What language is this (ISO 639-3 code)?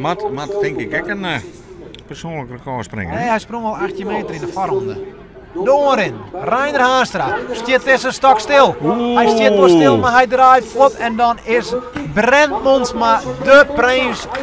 fry